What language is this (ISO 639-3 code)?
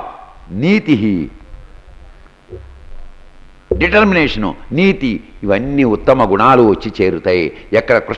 tel